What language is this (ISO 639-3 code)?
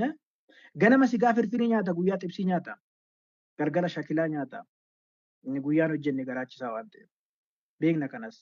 orm